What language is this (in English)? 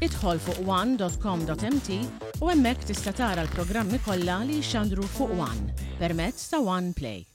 Maltese